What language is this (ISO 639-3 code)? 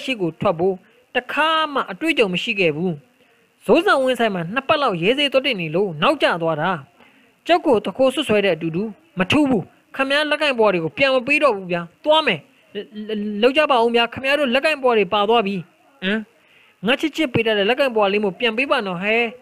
mya